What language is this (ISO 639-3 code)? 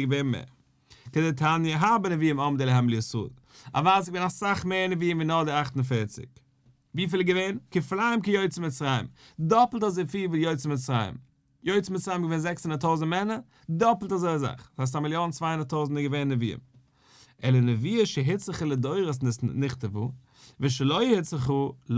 yid